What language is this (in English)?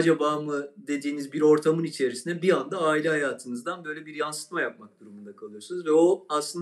Turkish